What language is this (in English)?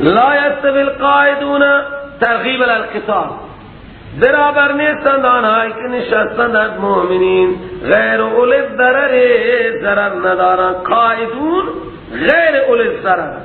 Persian